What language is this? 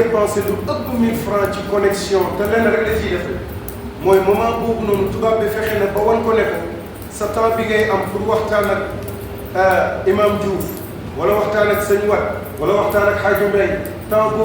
Wolof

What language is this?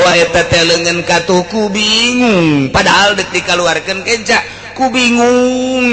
Sundanese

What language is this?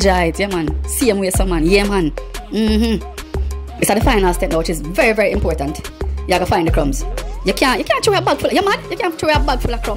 Jamaican Creole English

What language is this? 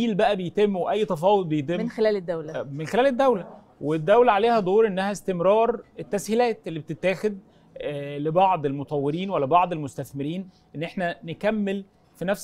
Egyptian Arabic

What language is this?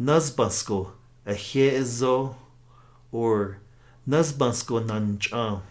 Navajo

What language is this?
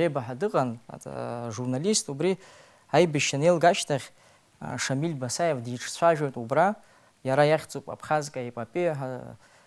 Abkhazian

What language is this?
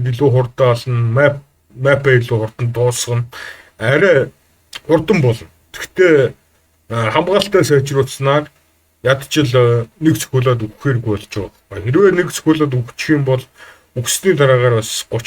Mongolian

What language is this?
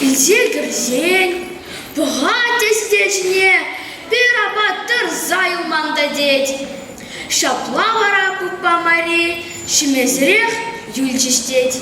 Chuvash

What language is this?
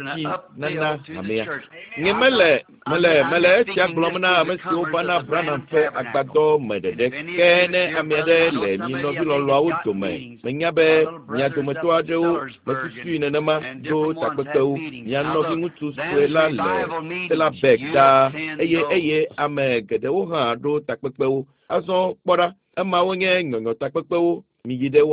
Ewe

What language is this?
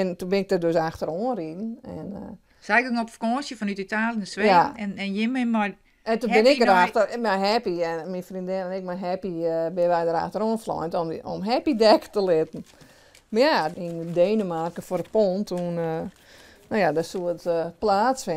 Western Frisian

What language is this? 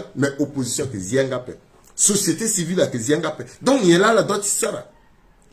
Sango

